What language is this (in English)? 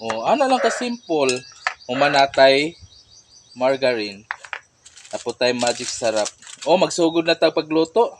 Cebuano